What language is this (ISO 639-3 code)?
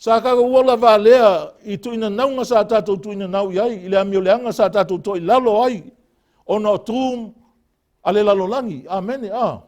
smo